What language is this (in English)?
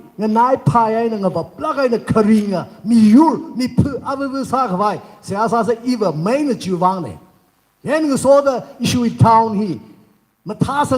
Tangkhul Naga (India)